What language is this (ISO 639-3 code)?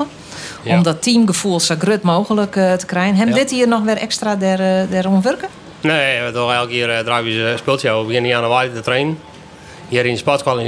fry